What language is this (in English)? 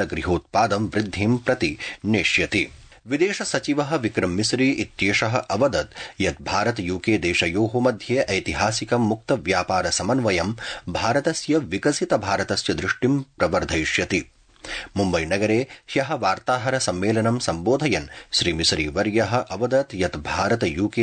Sanskrit